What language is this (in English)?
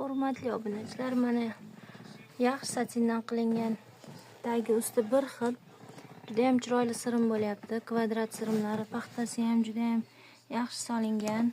Uzbek